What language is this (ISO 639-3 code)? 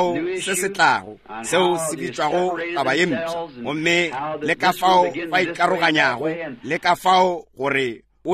nso